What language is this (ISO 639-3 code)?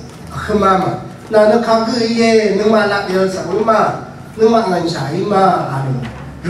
raw